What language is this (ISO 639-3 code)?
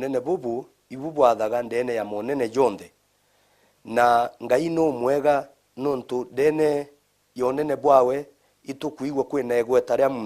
mer